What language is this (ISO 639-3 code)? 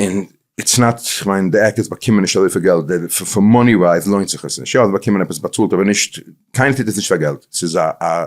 yid